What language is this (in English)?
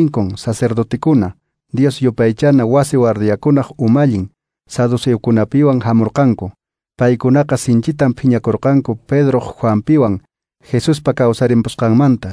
Quechua